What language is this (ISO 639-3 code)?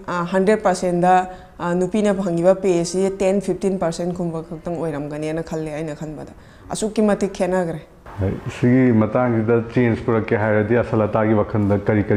mni